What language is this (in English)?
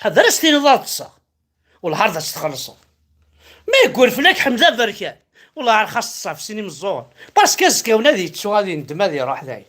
Kabyle